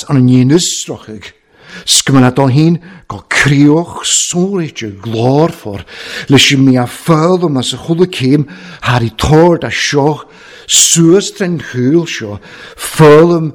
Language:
Welsh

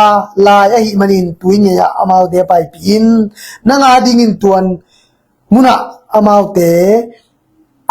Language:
Tedim Chin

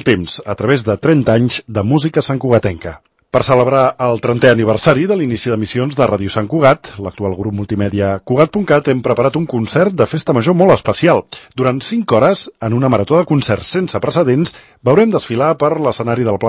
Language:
Catalan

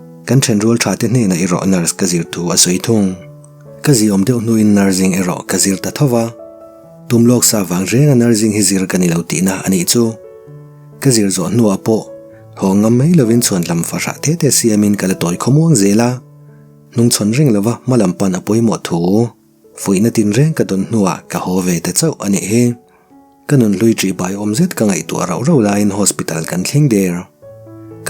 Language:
Mizo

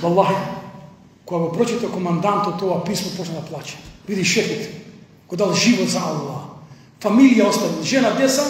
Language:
Macedonian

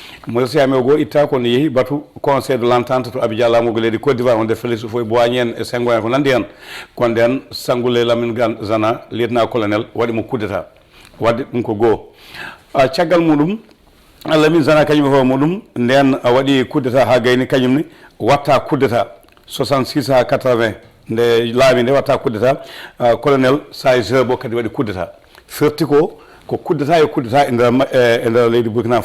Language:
Fula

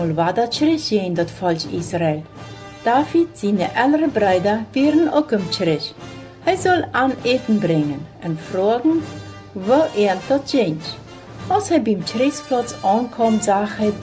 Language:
Plautdietsch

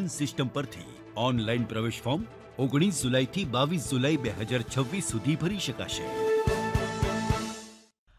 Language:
Gujarati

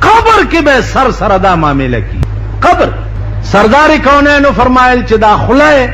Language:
Pashto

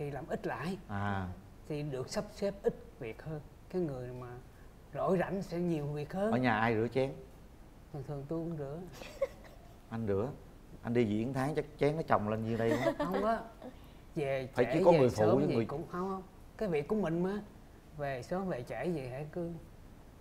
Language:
Vietnamese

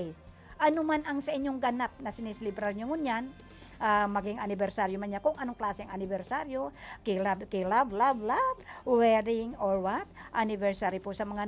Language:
Bikol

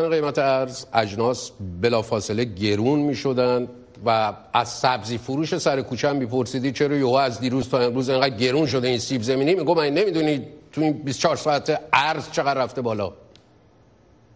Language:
Persian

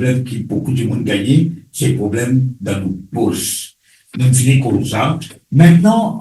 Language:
Morisyen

